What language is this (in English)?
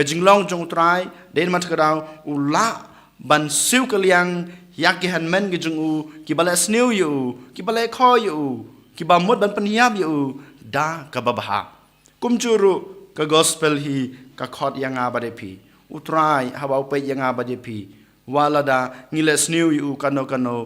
Khasi